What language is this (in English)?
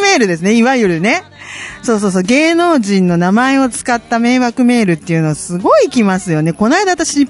Japanese